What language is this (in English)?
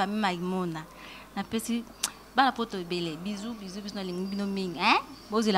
Lingala